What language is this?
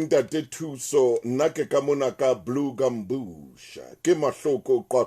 Southern Sotho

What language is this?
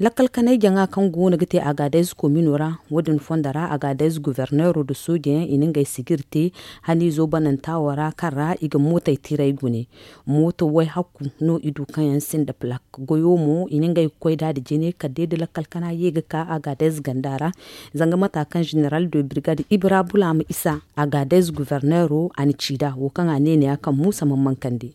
Zarma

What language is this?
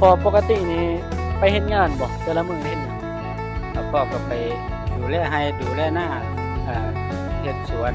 Northeastern Thai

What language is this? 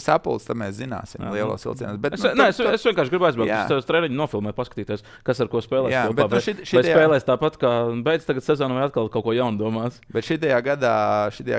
Latvian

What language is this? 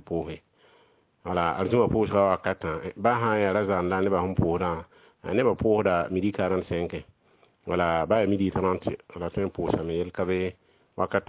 Mossi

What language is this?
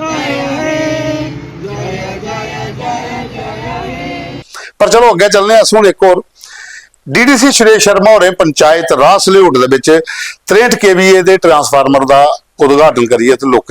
Dogri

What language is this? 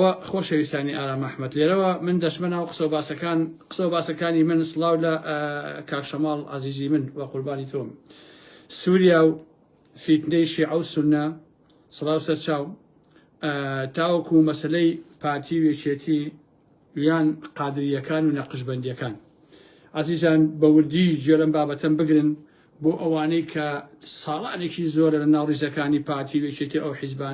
Central Kurdish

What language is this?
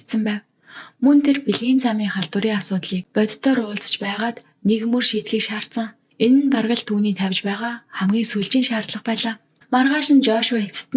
Mongolian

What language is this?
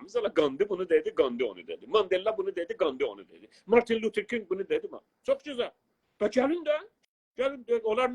South Azerbaijani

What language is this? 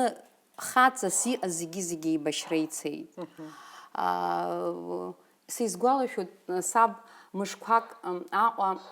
Abkhazian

